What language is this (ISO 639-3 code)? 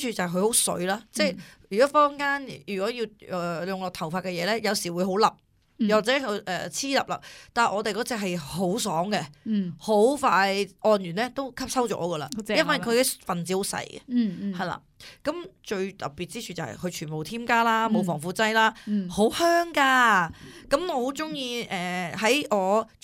yue